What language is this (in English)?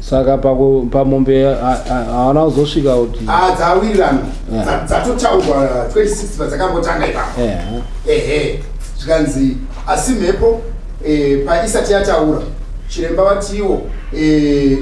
Shona